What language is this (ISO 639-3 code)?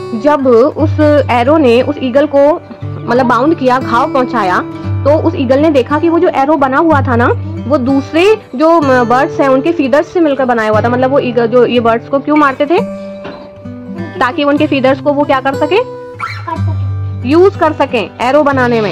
hin